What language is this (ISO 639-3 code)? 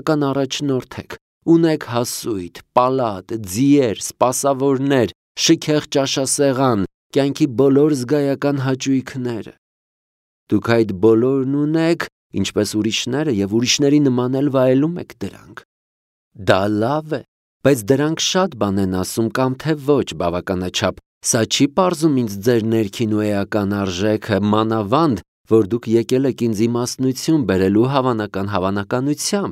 hye